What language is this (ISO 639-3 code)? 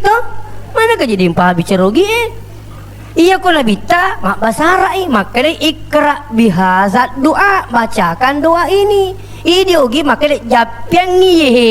bug